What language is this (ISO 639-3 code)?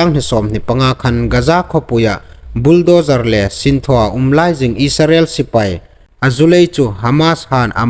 hmr